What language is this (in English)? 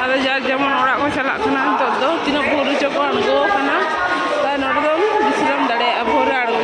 Santali